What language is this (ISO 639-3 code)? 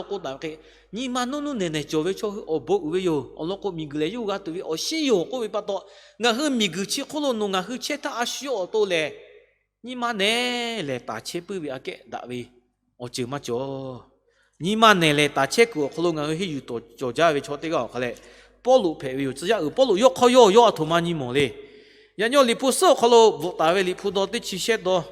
lhu